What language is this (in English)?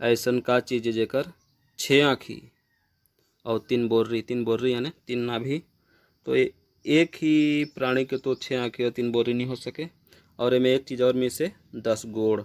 Chhattisgarhi